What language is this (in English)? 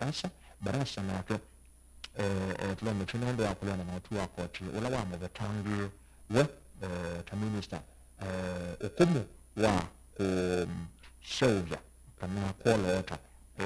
Kamba